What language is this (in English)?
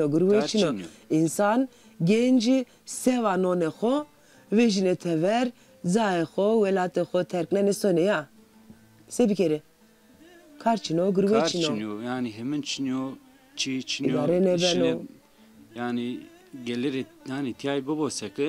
Zaza